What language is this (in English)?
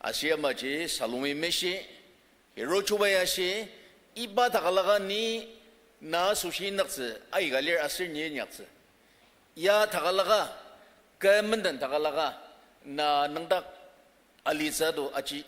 Ao Naga